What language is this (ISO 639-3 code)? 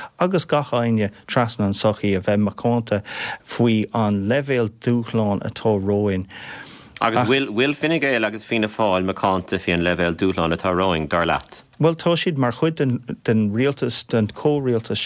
gle